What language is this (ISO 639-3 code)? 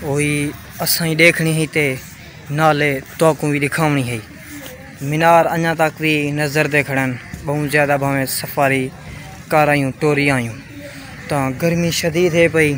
skr